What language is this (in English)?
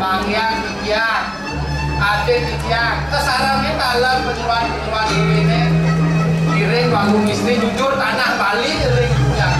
Balinese